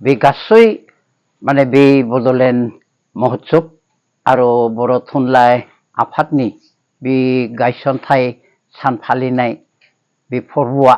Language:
Bodo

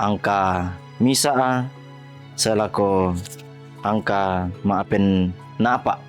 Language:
Toraja-Sa'dan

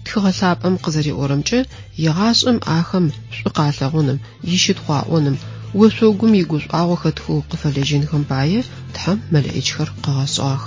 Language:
Adyghe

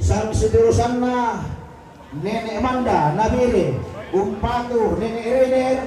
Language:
Toraja-Sa'dan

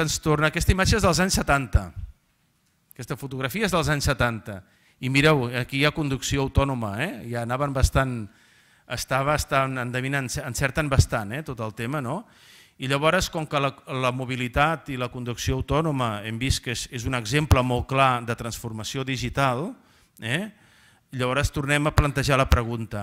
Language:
Catalan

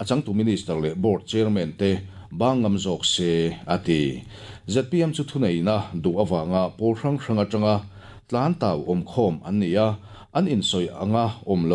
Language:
Mizo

